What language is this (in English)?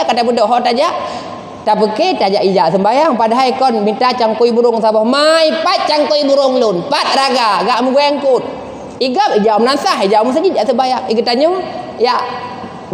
Achinese